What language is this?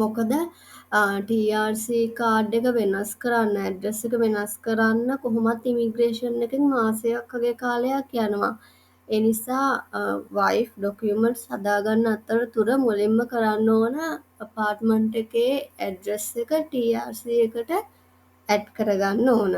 Sinhala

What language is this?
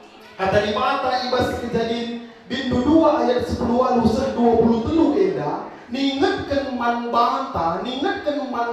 Batak Karo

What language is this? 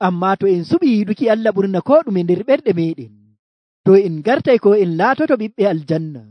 Nigerian Fulfulde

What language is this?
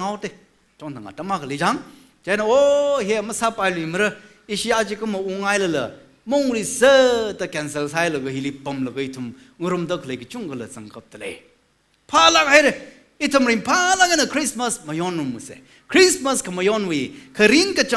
Tangkhul Naga (India)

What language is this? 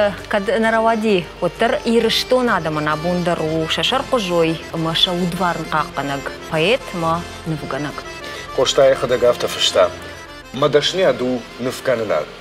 Ossetic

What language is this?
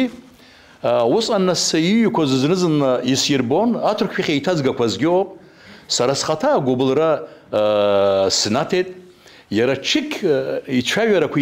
Abkhazian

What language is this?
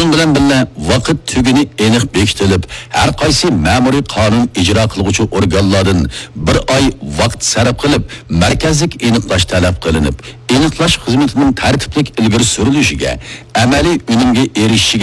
Uyghur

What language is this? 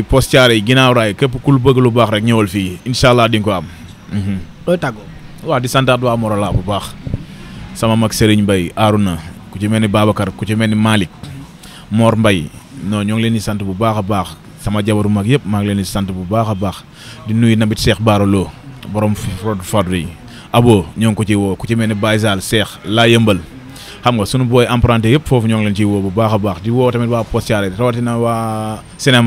Wolof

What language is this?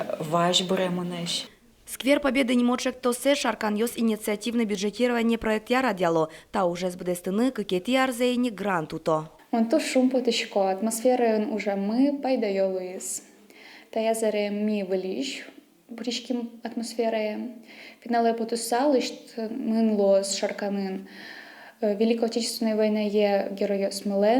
Udmurt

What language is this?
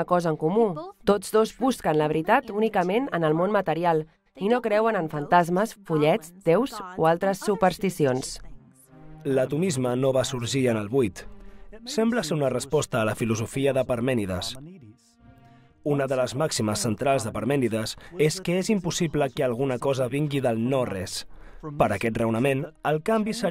Catalan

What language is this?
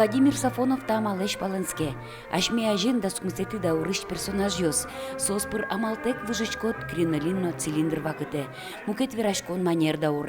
Udmurt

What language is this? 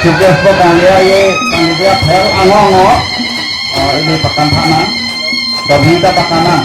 Karbi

